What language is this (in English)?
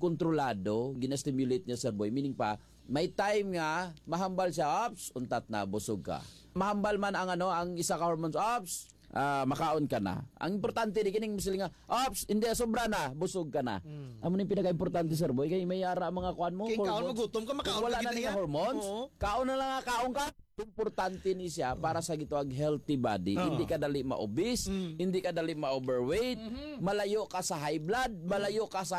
Hiligaynon